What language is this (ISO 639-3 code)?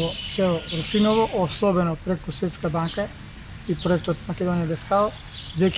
mkd